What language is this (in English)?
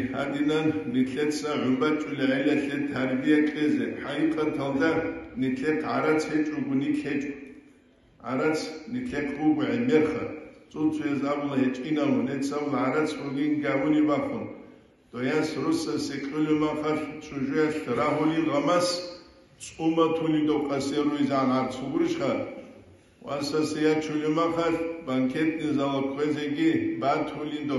Avaric